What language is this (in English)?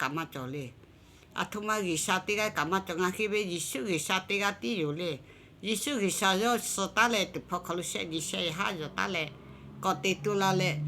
Lahu